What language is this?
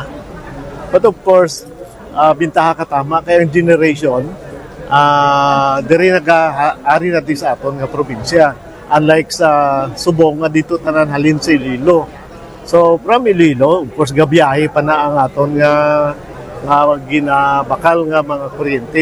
Hiligaynon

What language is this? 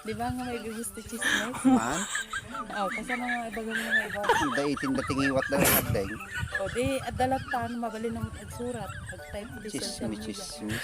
Iloko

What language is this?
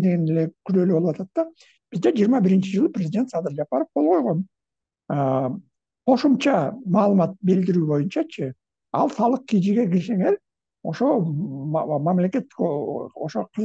Kyrgyz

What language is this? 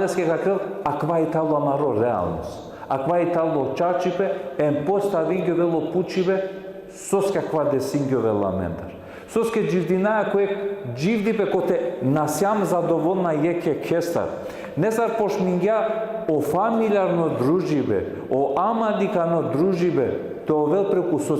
Balkan Romani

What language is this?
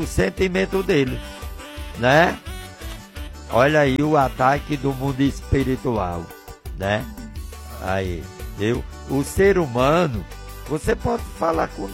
Portuguese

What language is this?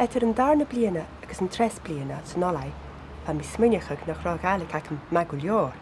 Scottish Gaelic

